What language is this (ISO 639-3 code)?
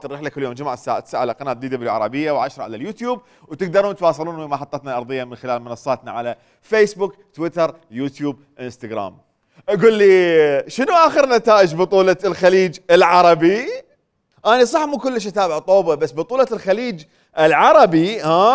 acm